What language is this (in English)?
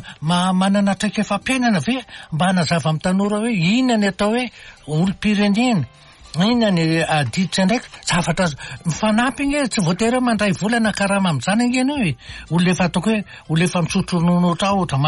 Malagasy